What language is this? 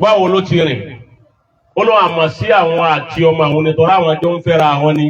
Yoruba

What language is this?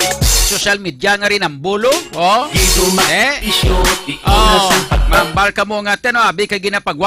Hiligaynon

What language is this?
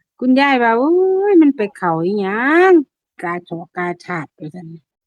Northeastern Thai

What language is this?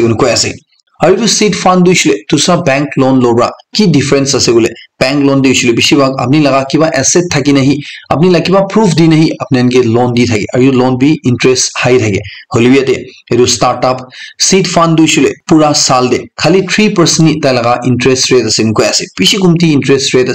Naga Pidgin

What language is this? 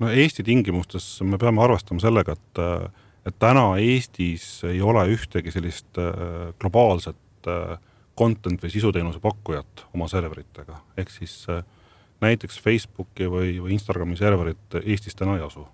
Estonian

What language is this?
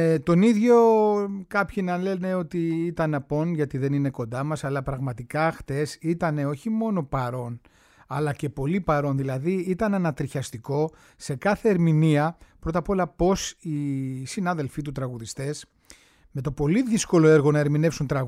Greek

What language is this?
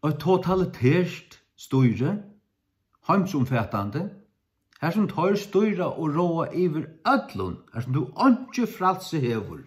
Faroese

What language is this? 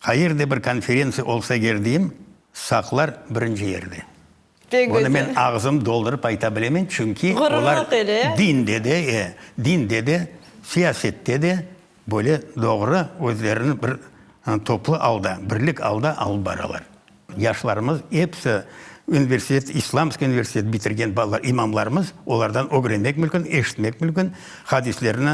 Crimean Tatar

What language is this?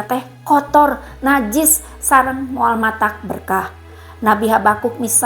Sundanese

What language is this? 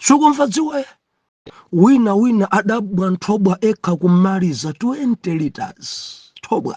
Nyanja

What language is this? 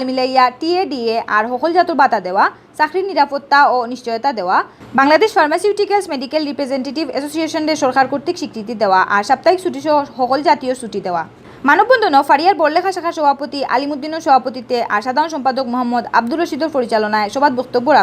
Sylheti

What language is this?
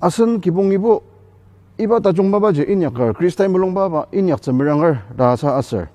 Ao Naga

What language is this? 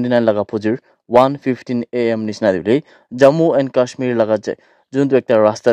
Naga Pidgin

